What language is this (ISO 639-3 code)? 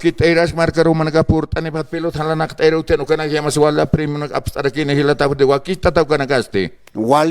aym